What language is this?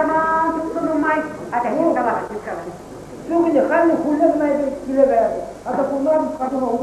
Chuvash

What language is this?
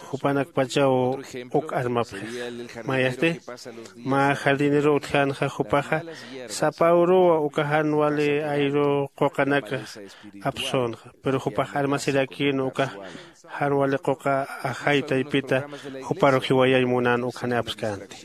Aymara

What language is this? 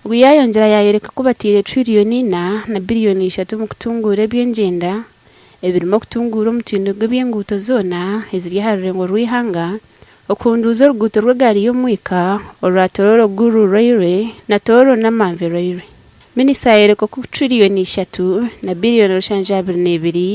Nyankole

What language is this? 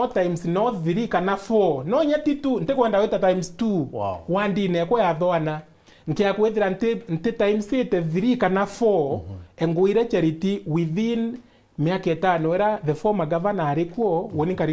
Meru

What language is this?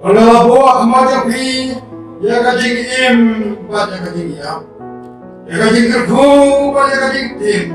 Khasi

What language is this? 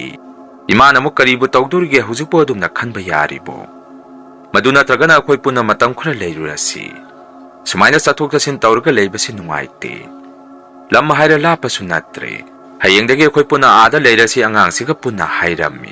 Manipuri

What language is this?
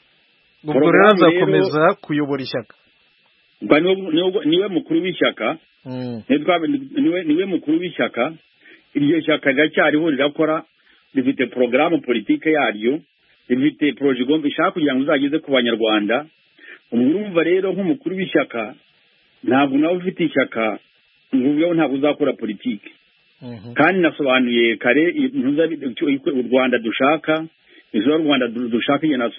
Kinyarwanda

